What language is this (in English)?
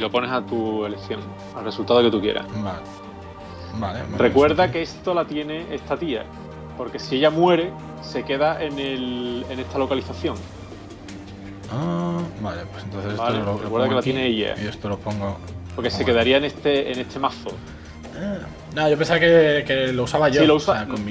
Spanish